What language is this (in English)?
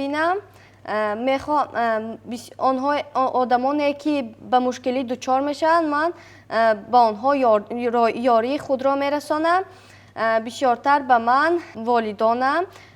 Tajik